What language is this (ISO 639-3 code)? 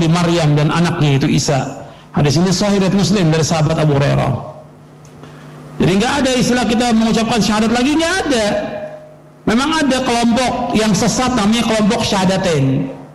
ind